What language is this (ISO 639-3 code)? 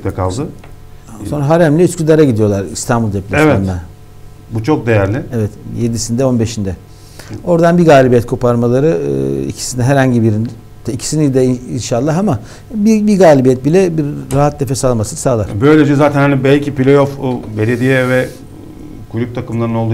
tur